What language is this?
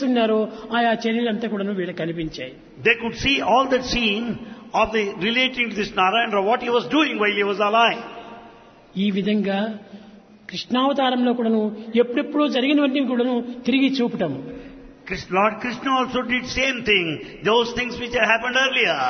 Telugu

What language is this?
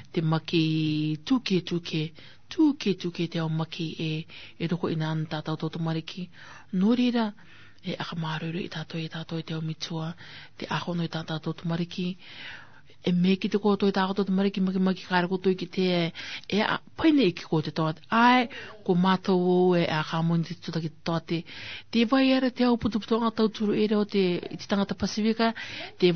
Rarotongan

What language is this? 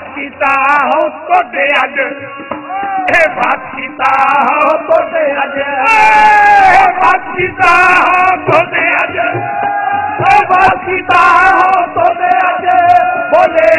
Punjabi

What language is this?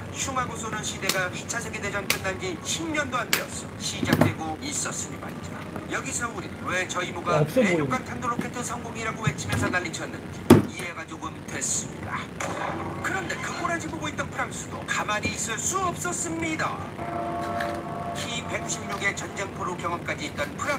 Korean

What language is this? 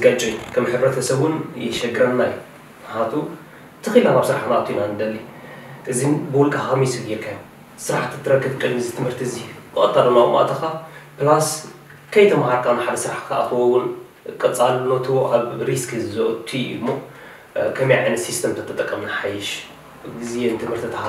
Tigrinya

